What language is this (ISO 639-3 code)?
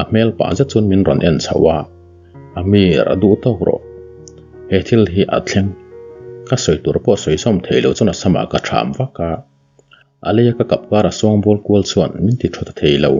lus